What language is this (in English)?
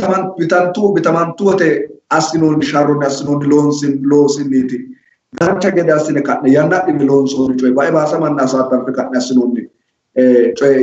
Sidamo